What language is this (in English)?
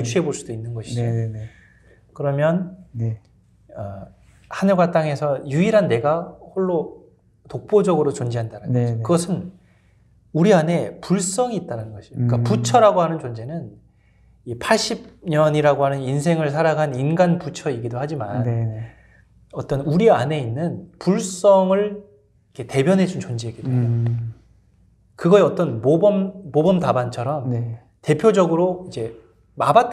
Korean